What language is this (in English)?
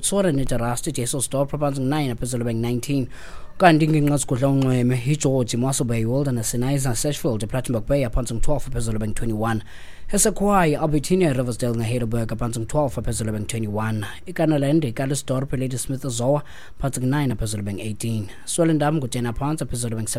Xhosa